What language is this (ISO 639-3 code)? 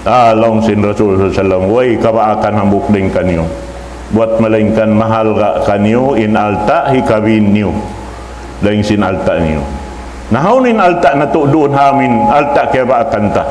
tsg